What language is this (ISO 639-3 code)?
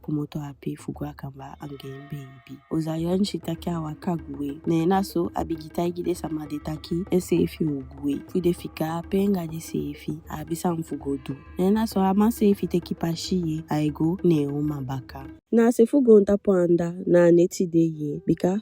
djk